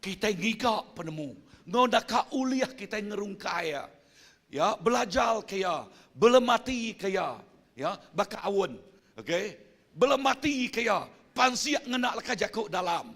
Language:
Iban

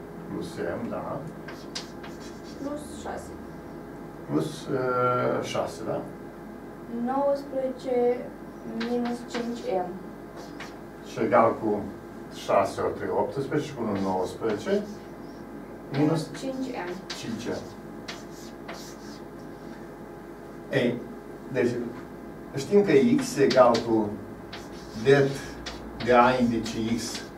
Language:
Romanian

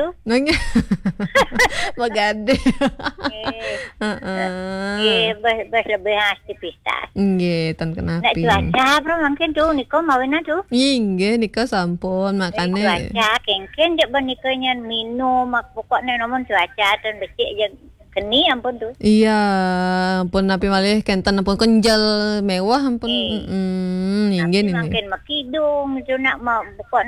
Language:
Balinese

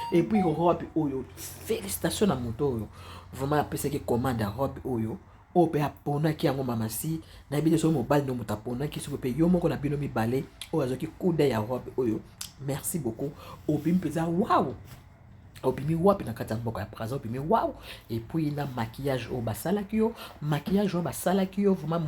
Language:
Lingala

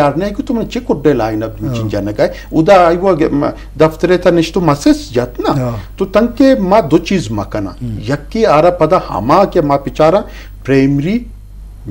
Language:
Eastern Balochi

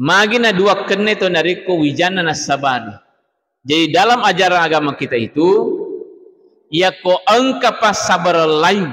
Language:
Buginese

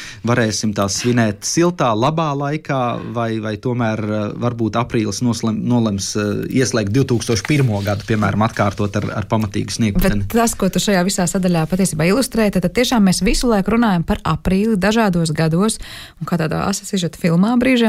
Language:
Latvian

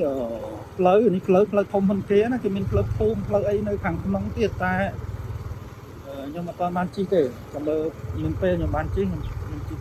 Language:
Khmer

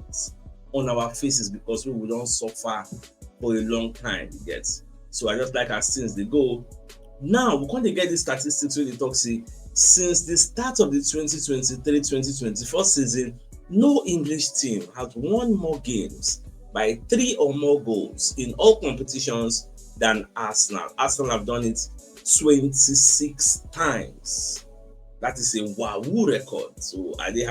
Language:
Nigerian Pidgin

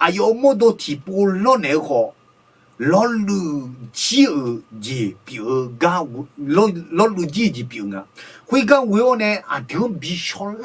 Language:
Akha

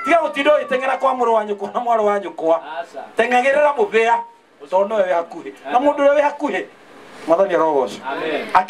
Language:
Kikuyu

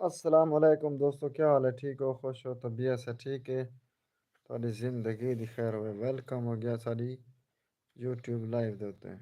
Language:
Saraiki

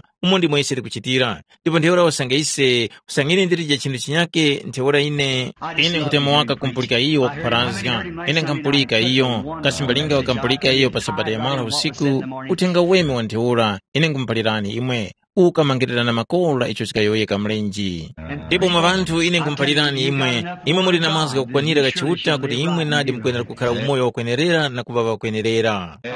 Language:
Tumbuka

